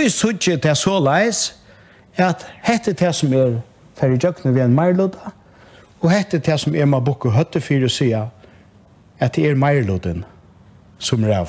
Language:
Faroese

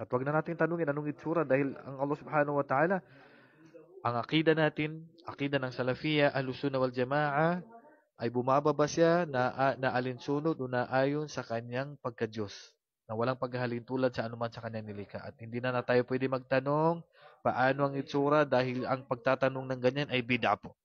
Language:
Maranao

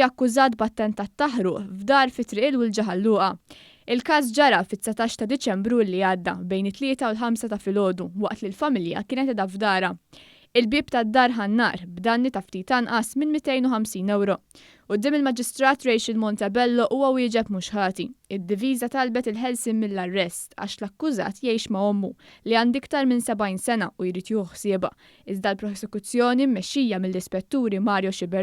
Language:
Maltese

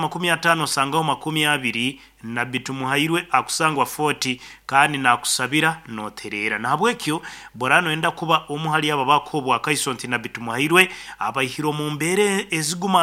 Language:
Nyankole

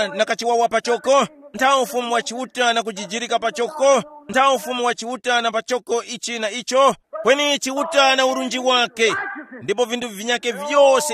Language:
Tumbuka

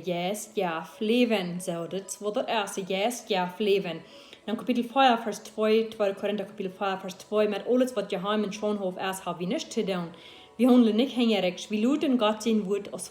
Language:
Plautdietsch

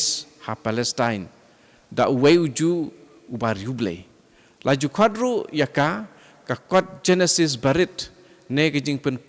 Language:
Khasi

